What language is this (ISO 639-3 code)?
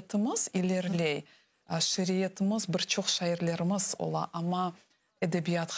crh